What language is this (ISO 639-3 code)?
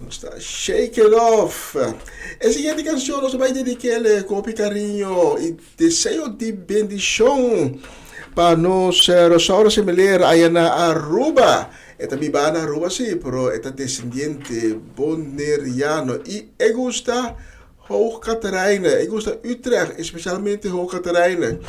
pap